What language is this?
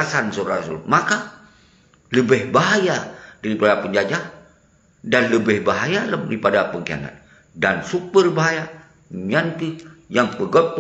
Achinese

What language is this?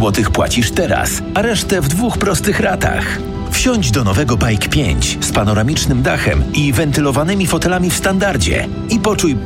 Polish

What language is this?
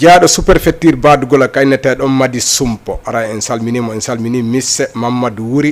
Fula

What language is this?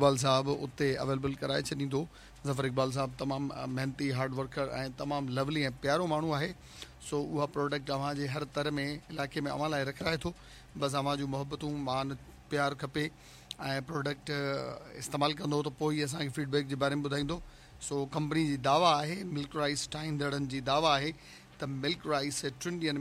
Sindhi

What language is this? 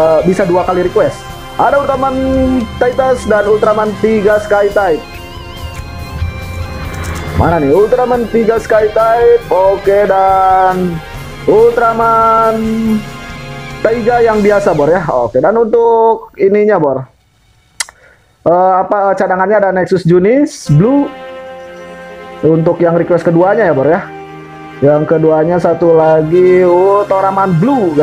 Indonesian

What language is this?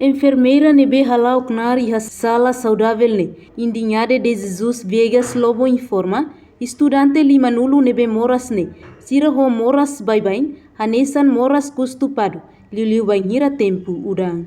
Tetum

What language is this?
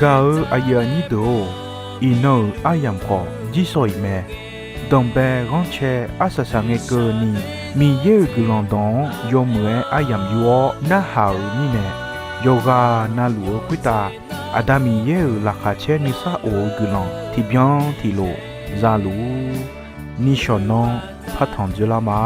Akha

